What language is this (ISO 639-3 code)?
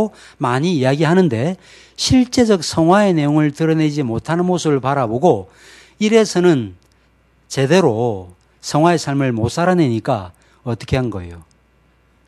kor